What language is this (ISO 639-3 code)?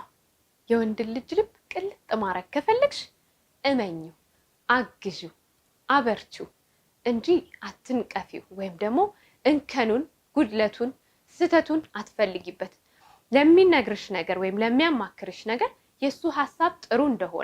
amh